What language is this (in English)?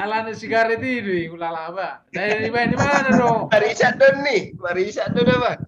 Batak Toba